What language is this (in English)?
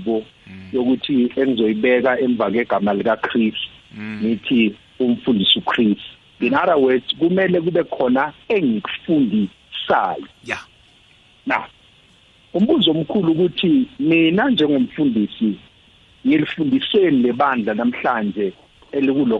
South Ndebele